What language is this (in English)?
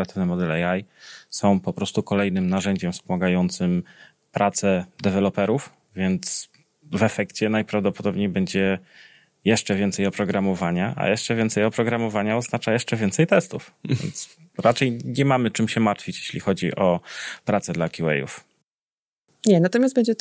Polish